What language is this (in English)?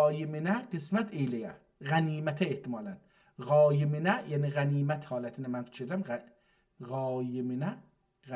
South Azerbaijani